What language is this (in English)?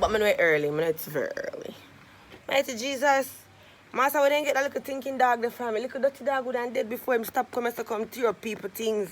Jamaican Creole English